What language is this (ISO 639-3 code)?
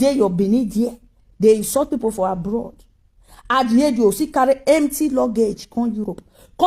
pcm